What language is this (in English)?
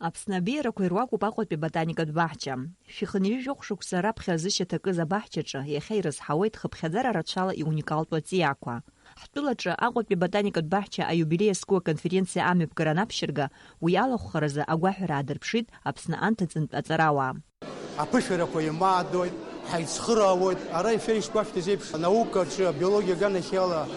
Abkhazian